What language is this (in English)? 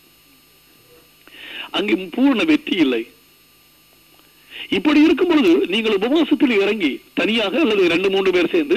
Tamil